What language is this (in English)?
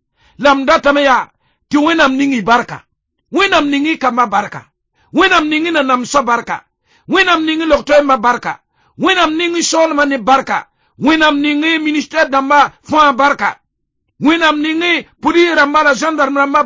Mossi